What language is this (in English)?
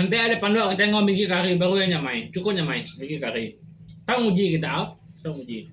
Iban